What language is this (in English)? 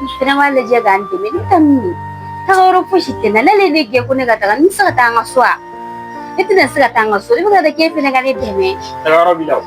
Bambara